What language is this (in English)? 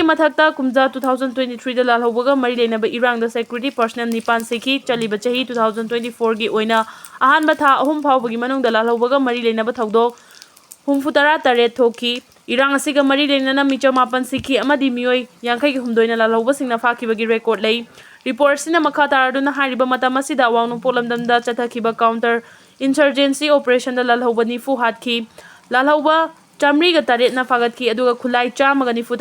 Manipuri